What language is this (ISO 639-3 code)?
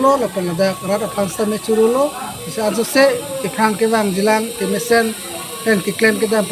mjw